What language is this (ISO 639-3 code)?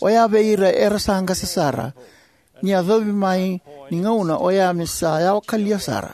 fij